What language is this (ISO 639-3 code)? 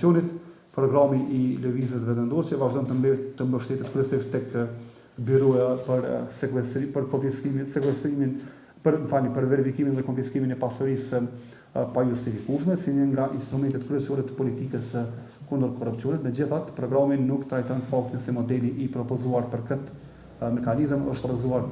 sqi